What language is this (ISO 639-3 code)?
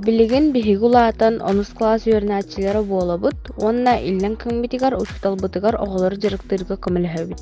sah